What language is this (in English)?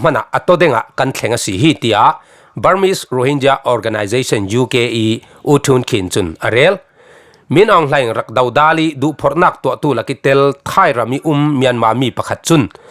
Falam Chin